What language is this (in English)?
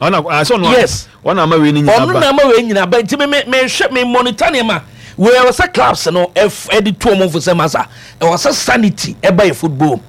Akan